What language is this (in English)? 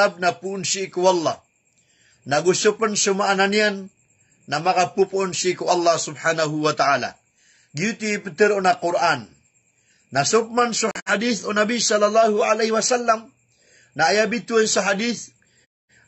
Maranao